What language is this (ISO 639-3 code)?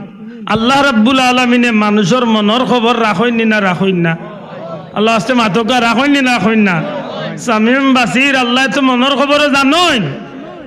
syl